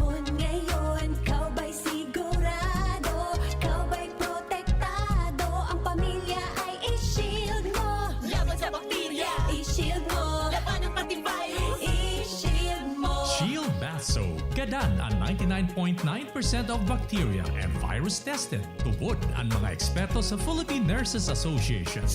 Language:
Bikol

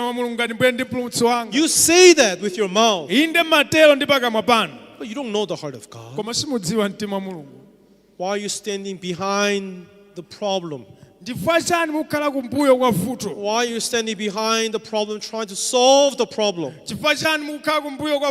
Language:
Nyanja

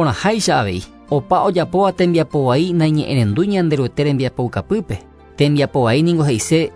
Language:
Guarani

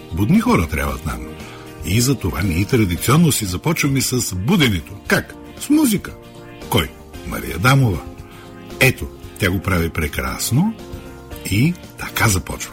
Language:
Bulgarian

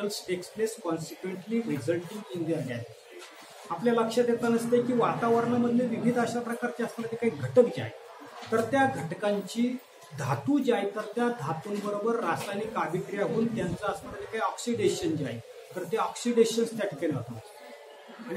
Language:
Marathi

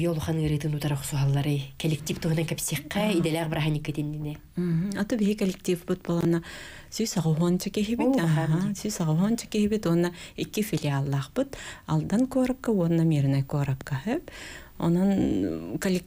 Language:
Yakut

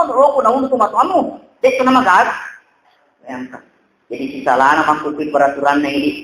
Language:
Buginese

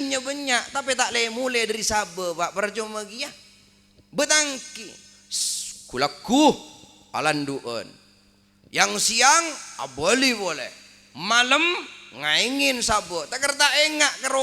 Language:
Madurese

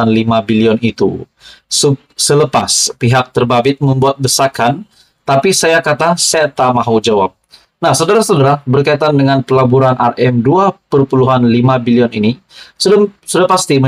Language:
Malay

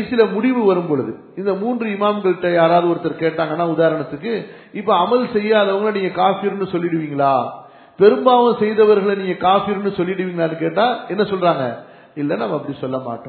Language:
Tamil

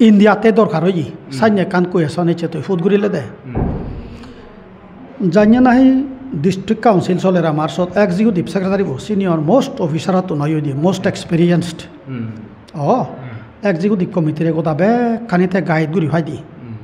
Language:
Chakma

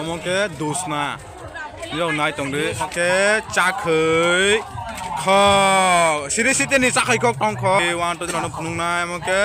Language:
Kok Borok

